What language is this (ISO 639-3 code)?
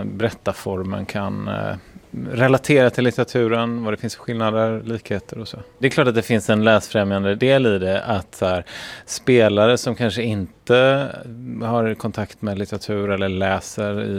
swe